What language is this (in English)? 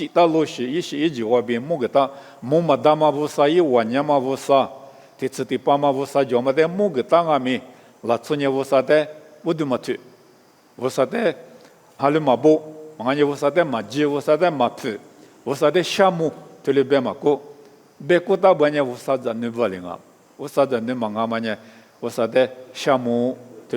Lisu